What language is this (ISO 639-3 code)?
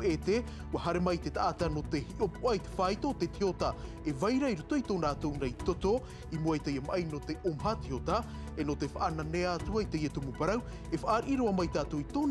tah